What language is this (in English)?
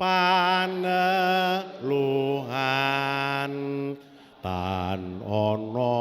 Javanese